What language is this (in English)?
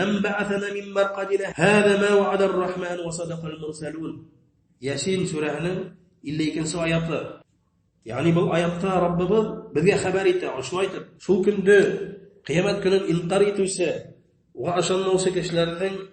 Bashkir